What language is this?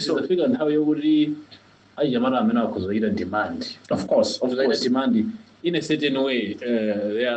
Nyanja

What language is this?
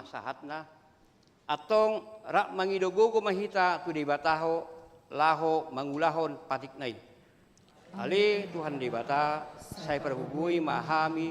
Batak Toba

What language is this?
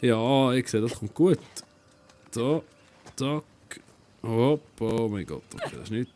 Swiss German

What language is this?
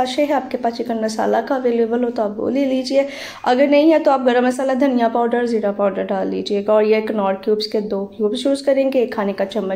Hindi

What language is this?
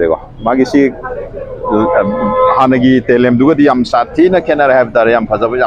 Manipuri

